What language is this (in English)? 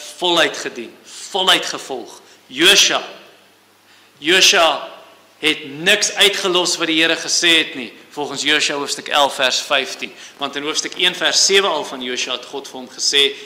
Afrikaans